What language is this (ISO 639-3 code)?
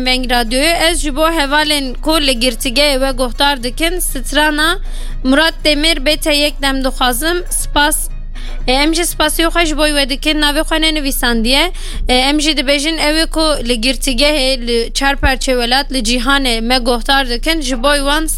kur